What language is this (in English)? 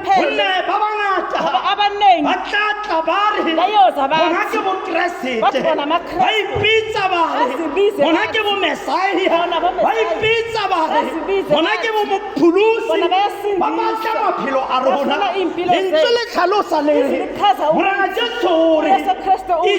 Tswana